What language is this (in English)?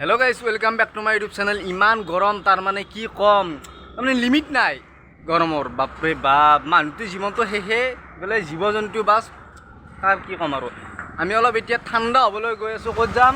Assamese